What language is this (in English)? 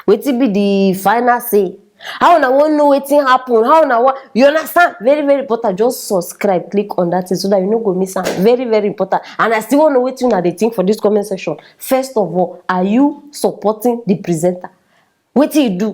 Nigerian Pidgin